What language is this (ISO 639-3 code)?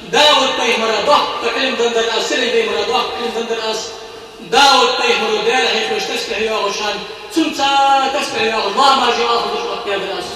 inh